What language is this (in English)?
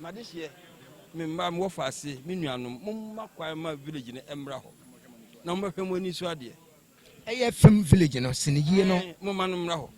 Akan